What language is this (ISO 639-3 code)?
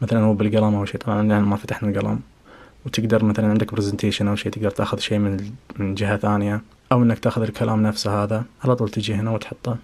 ars